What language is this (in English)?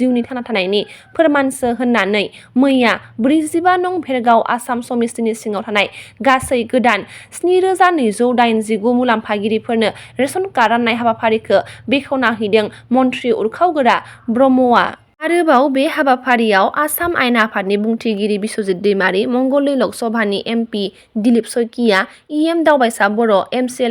Bodo